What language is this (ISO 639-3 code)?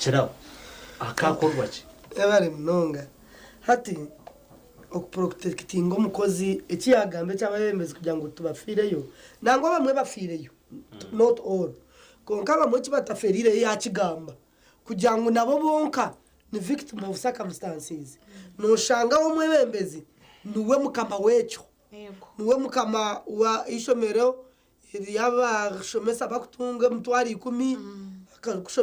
nyn